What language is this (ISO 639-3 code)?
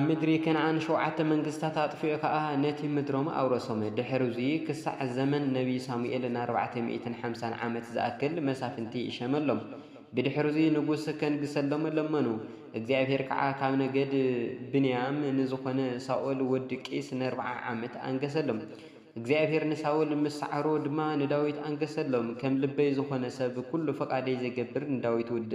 tir